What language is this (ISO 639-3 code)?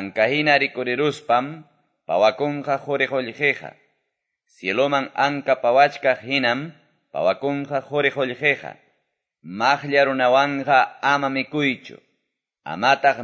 que